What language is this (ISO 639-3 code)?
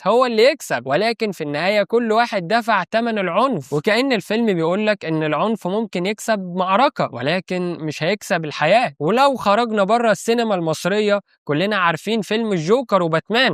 arz